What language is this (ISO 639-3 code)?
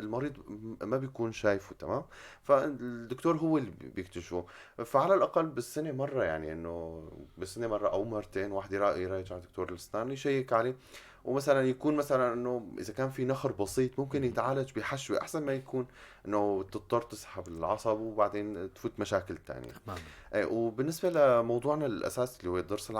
apc